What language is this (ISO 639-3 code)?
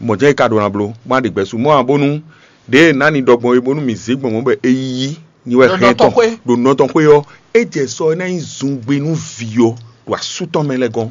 fon